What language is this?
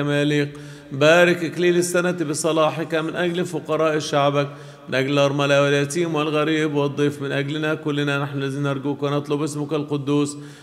Arabic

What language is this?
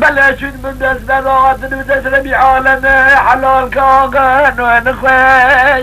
Kurdish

